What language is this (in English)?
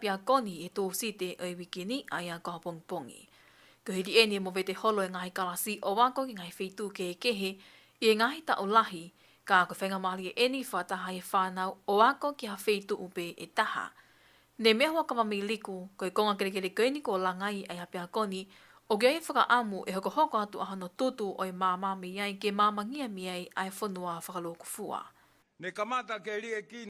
Tongan